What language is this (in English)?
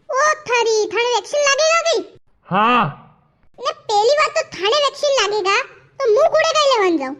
Rajasthani